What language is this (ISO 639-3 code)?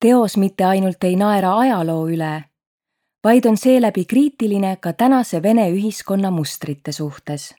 est